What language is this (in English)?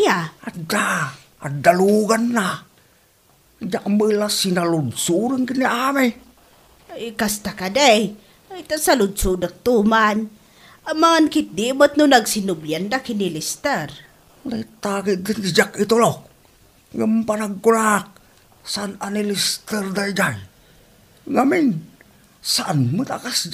Iloko